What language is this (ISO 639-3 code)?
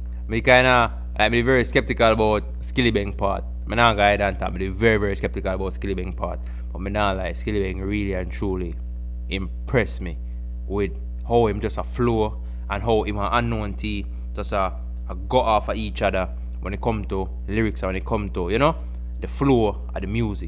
jam